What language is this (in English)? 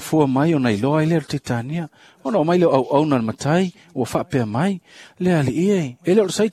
Samoan